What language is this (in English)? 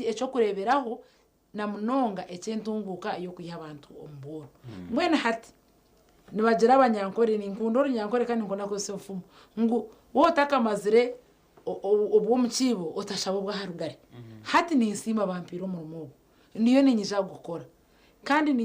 Nyankole